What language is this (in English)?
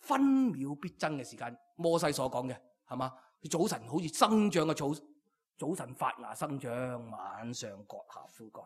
Cantonese